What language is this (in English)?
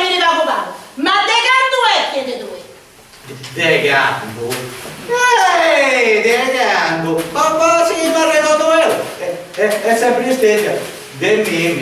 Sardinian